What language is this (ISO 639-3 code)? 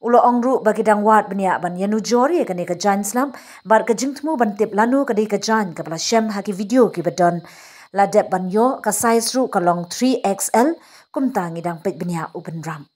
kha